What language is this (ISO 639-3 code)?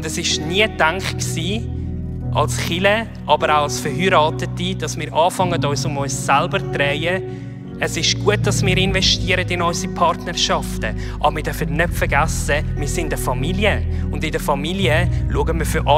gsw